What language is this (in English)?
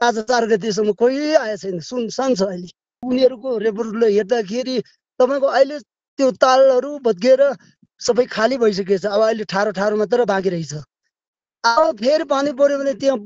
Nepali